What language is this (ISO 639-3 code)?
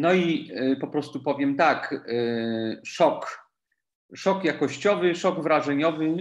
pol